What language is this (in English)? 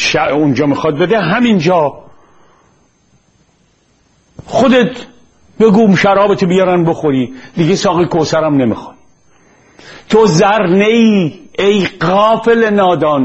Persian